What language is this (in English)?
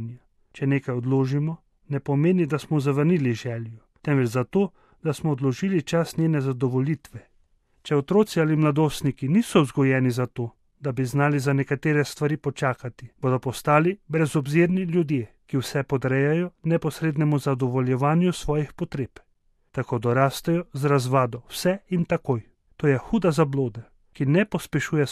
Slovenian